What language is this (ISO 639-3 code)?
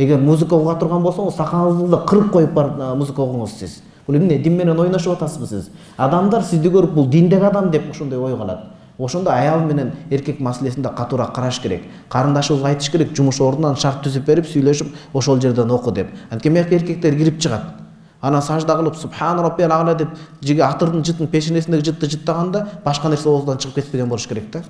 kir